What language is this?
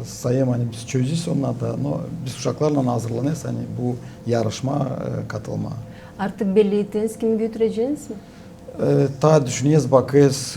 Gagauz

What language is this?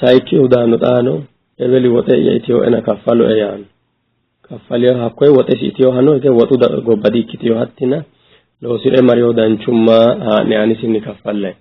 Sidamo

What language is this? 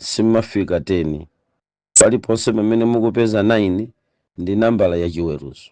Nyanja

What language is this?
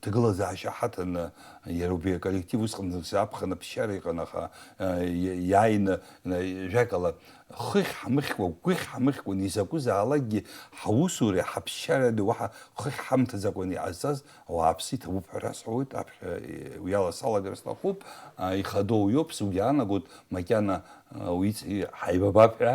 Abkhazian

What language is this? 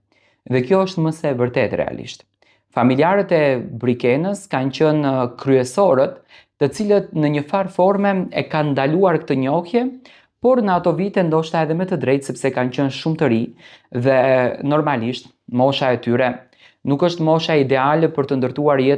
Albanian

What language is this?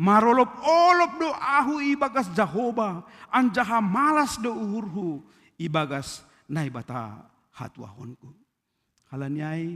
Batak Simalungun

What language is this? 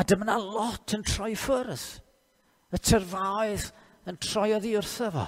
Welsh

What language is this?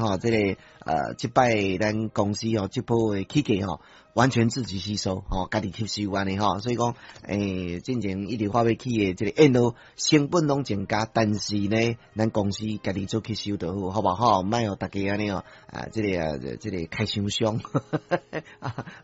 Min Nan Chinese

